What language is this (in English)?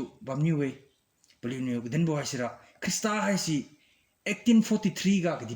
Liangmai Naga